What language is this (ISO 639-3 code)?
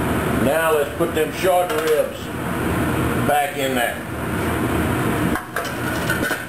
eng